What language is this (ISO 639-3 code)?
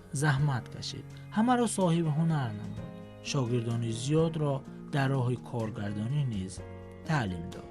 tgk